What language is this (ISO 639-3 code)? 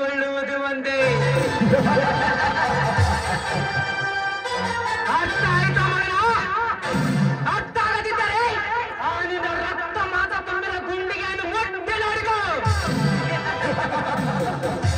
kan